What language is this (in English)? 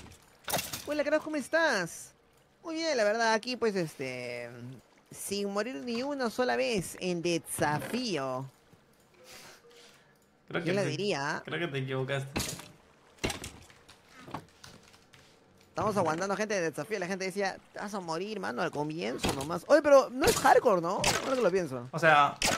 Spanish